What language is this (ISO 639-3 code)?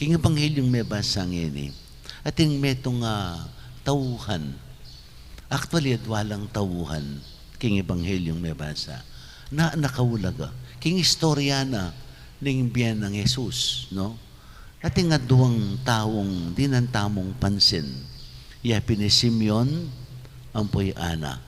pam